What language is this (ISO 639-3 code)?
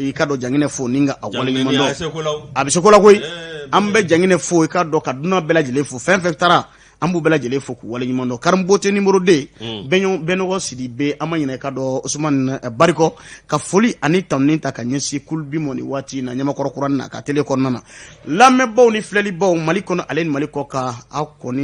bam